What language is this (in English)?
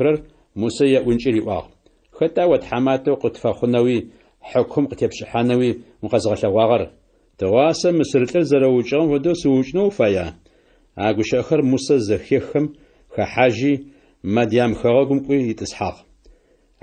Adyghe